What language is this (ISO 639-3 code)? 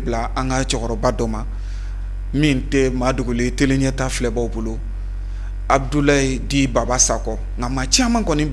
bam